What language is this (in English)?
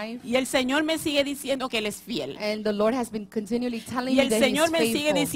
Spanish